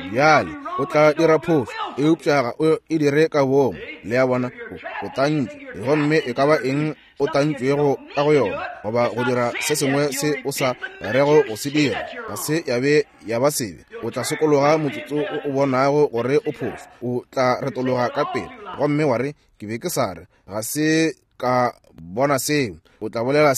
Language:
Northern Sotho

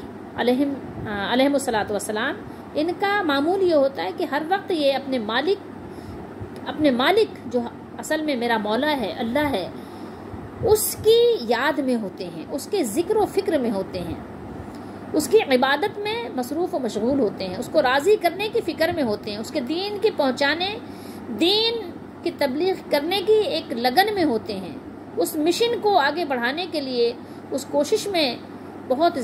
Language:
Urdu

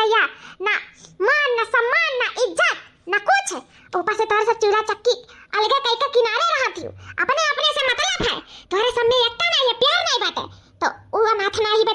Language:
Awadhi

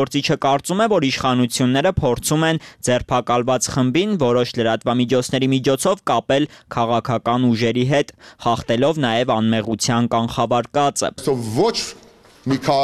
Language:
Armenian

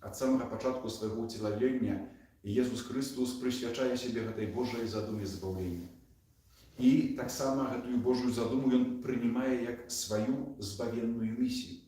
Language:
Belarusian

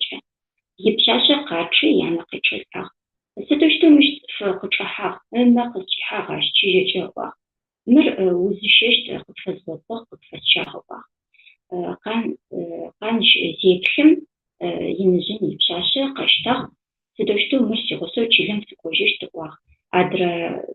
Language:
Adyghe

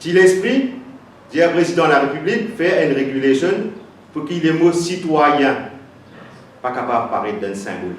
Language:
Morisyen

